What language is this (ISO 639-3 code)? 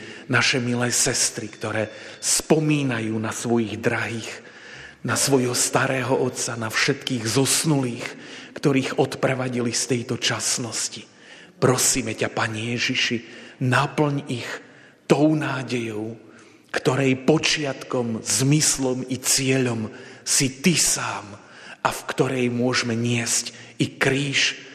slk